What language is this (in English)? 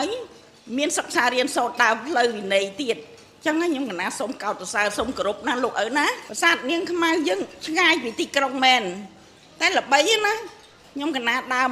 Khmer